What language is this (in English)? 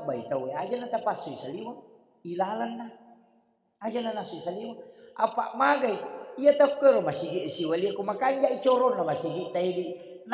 Buginese